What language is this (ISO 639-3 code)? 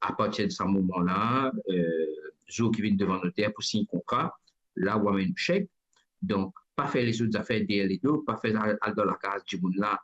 mfe